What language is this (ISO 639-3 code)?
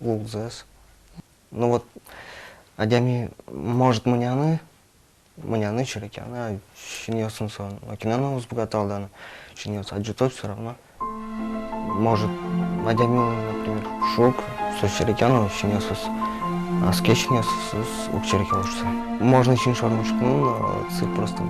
udm